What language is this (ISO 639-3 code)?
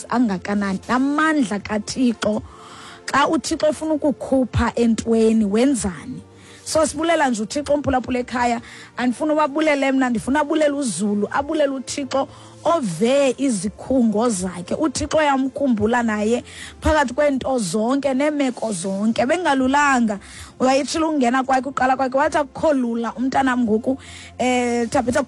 xho